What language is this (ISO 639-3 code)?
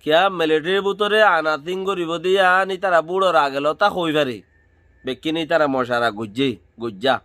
rhg